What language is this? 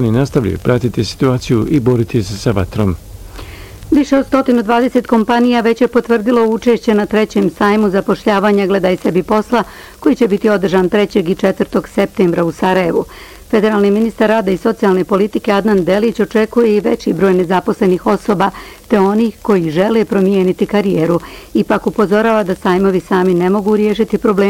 Bosnian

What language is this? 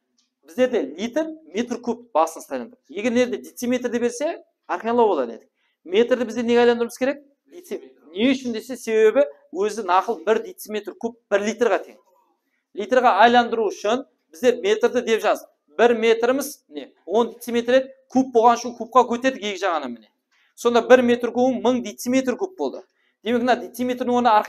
Kara-Kalpak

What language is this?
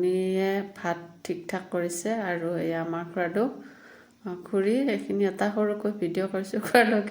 Assamese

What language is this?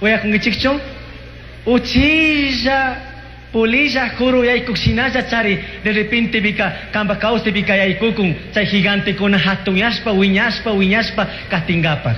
Chimborazo Highland Quichua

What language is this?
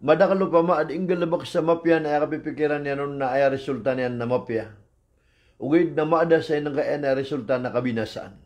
Maranao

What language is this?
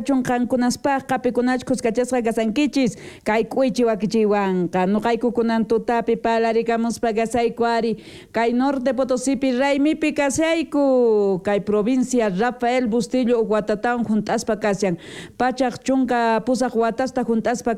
South Bolivian Quechua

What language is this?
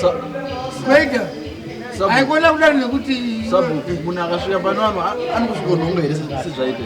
Shona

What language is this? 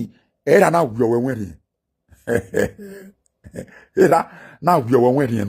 Nigerian Pidgin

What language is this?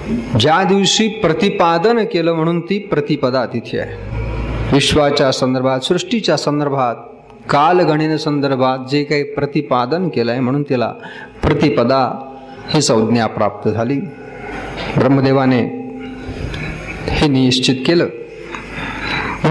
Marathi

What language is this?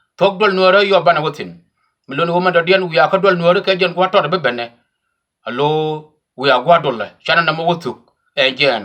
Nuer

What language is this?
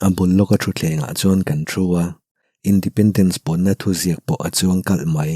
Mizo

